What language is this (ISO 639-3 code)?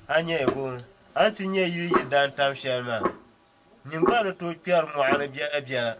dag